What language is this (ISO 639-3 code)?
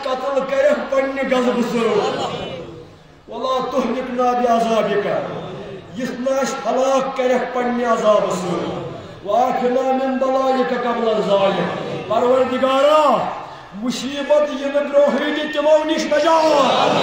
kas